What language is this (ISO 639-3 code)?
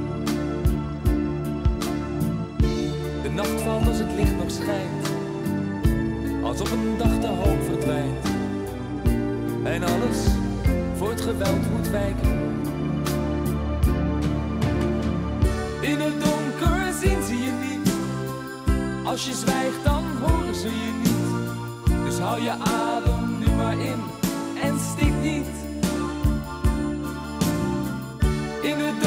nld